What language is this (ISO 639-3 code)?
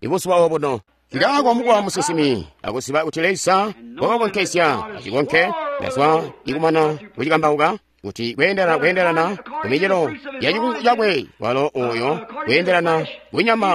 toi